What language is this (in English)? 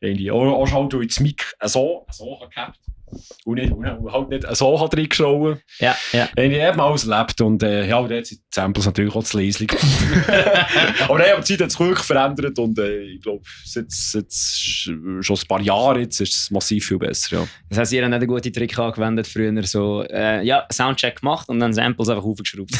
Swiss German